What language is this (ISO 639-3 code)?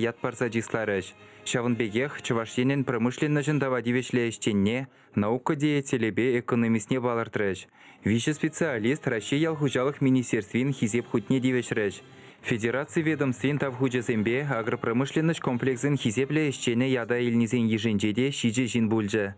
chv